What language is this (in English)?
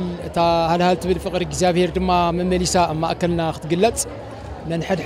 Tigrinya